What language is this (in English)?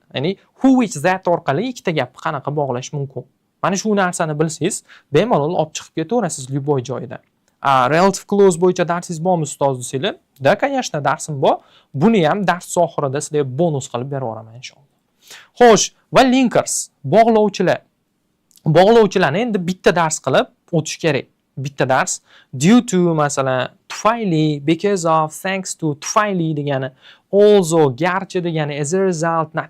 Uzbek